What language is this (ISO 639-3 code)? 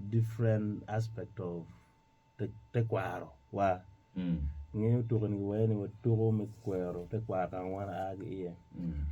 ach